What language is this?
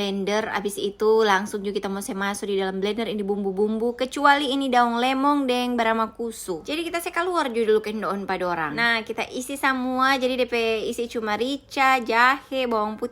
Manado Malay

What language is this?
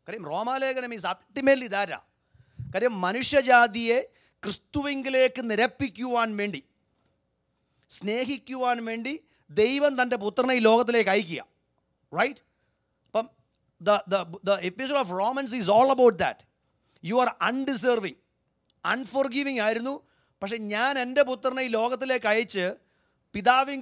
Malayalam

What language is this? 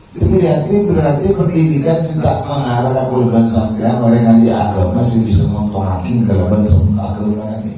Madurese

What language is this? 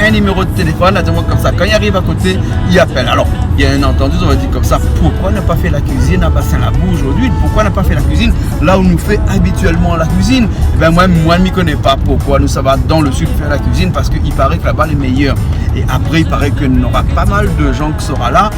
Réunion Creole French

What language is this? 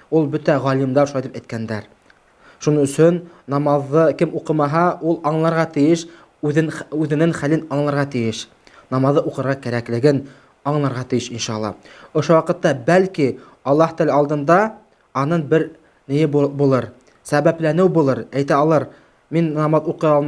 Bashkir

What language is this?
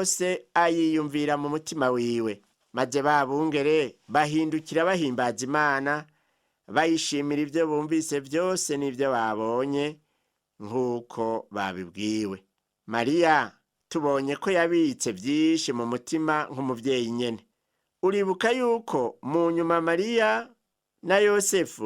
Rundi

